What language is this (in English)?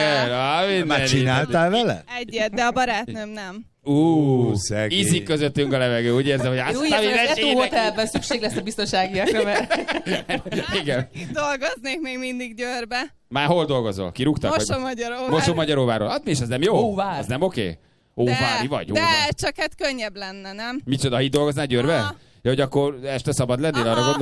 Hungarian